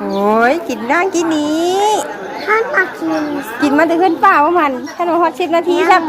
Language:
Northeastern Thai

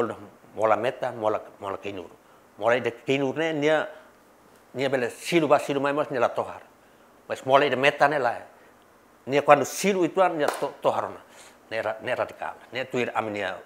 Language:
Tetum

